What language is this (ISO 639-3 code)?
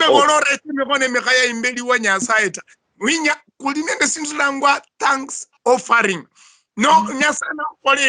luy